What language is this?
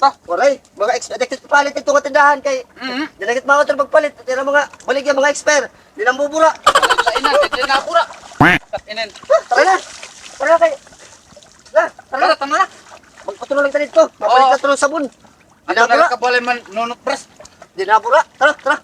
Waray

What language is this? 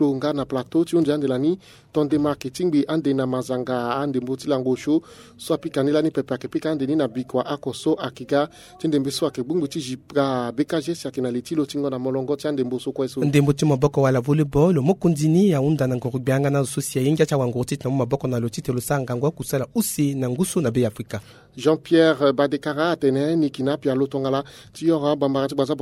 Sango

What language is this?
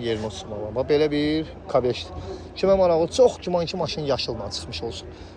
Azerbaijani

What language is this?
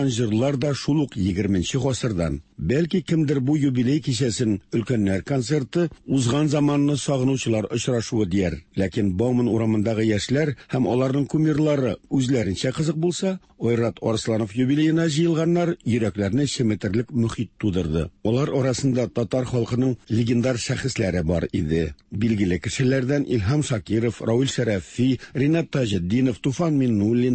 Tatar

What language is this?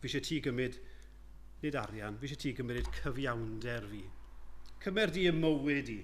Welsh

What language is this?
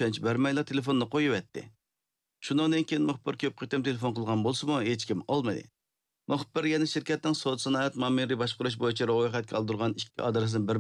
Uyghur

